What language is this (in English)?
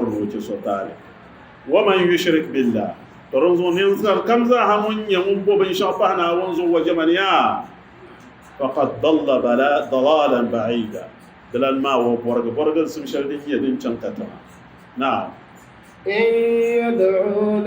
Dagbani